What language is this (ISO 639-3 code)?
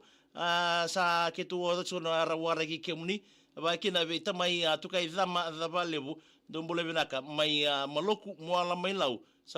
fij